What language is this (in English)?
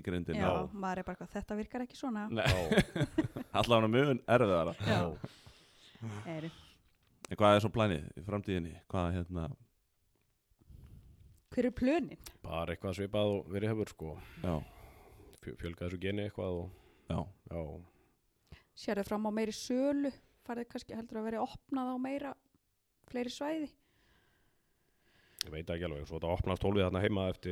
Icelandic